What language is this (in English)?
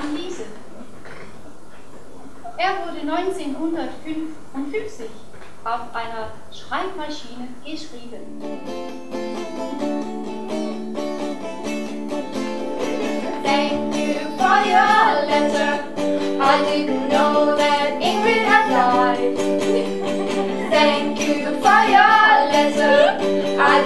German